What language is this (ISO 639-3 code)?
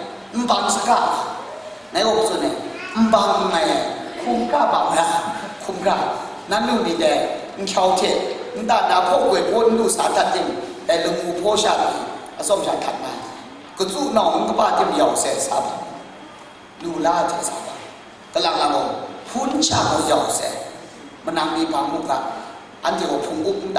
kac